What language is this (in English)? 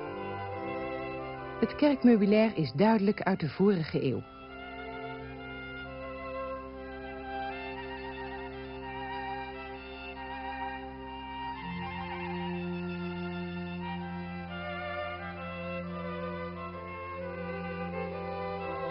Dutch